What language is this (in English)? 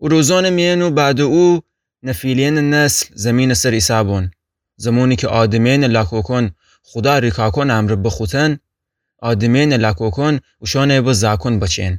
Gilaki